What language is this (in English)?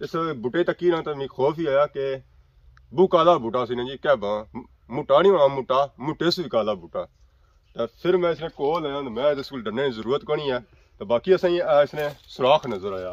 Pahari-Potwari